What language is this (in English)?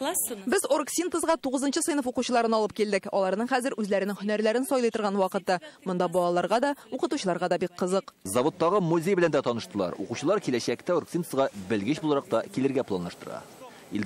Tatar